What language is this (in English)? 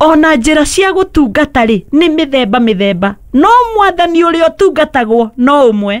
Kikuyu